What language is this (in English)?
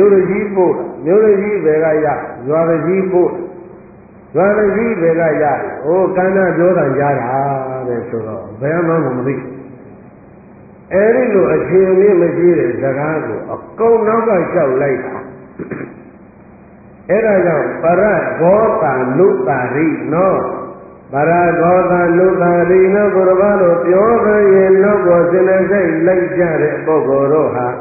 Burmese